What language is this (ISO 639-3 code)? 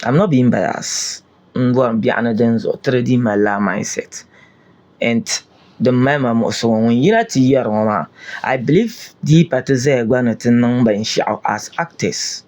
dag